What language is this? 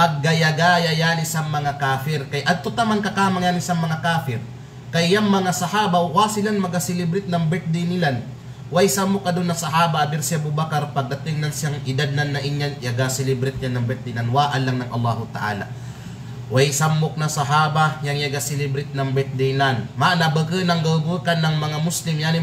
Kalagan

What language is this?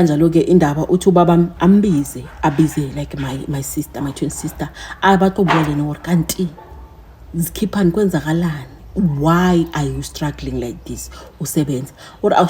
Zulu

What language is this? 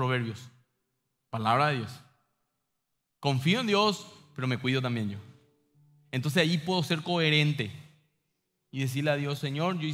Spanish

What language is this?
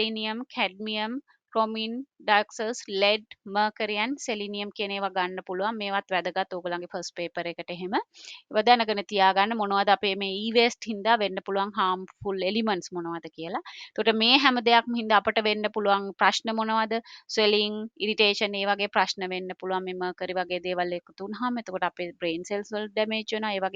Sinhala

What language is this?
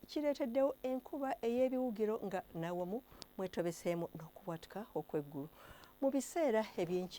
Ganda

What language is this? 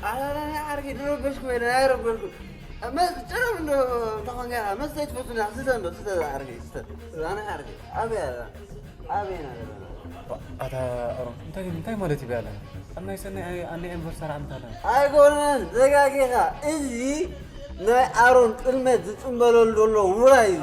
Tigrinya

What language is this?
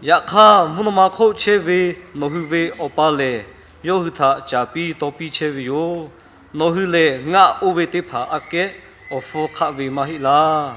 Lahu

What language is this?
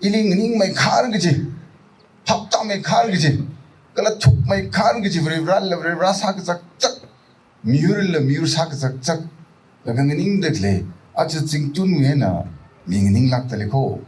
Tangkhul Naga (India)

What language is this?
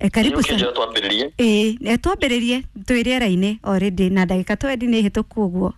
Kikuyu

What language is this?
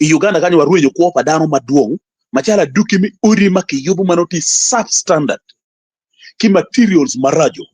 Acoli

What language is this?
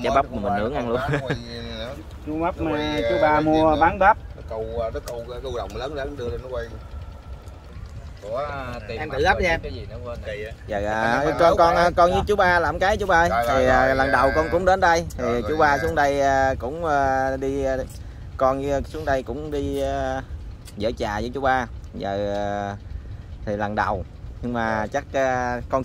Vietnamese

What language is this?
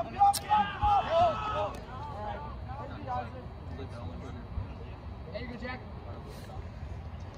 English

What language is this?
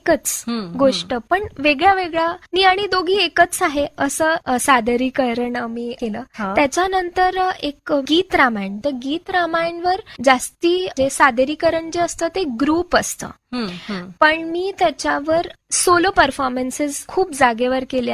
Marathi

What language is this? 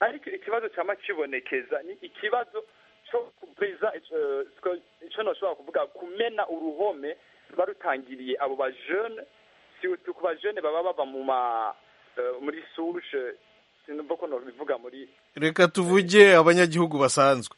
Rundi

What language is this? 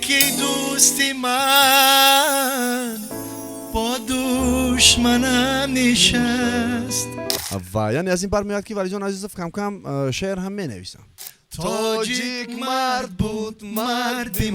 Tajik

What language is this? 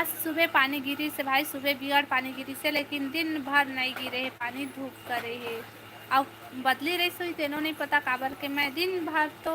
Chhattisgarhi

